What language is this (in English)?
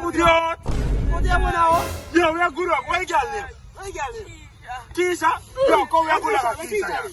Jamaican Creole English